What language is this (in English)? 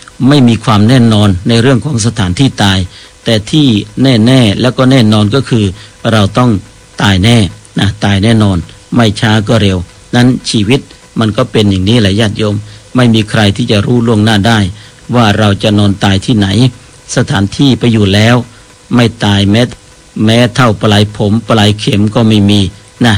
Thai